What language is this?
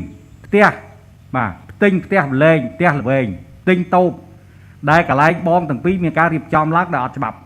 Khmer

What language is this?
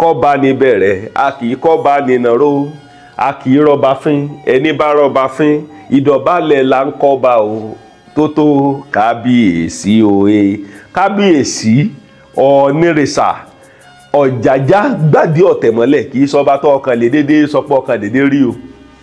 Yoruba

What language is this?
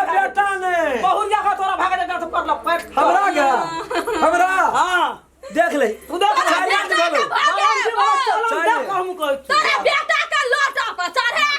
Maithili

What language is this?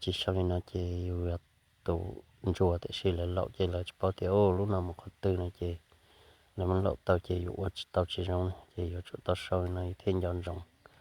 Hmong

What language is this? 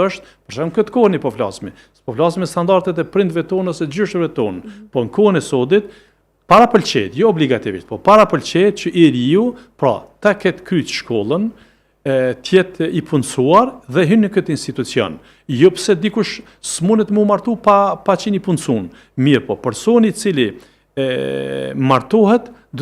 Albanian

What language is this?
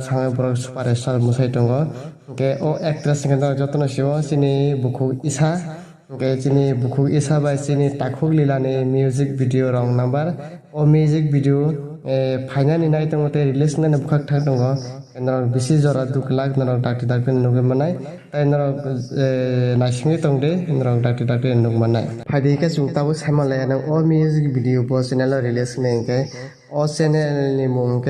Kok Borok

